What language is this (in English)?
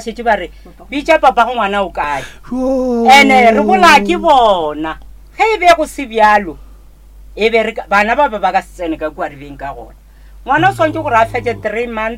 Northern Sotho